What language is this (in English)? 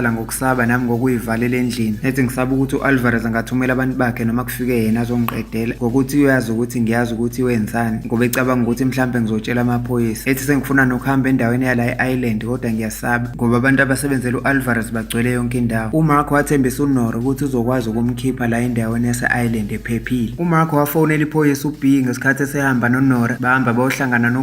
Zulu